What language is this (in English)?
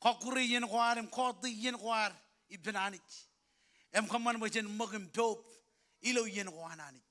Marshallese